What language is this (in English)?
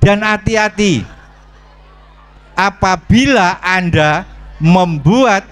Indonesian